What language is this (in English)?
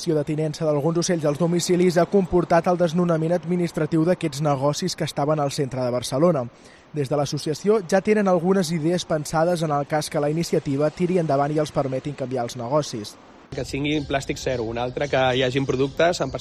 Catalan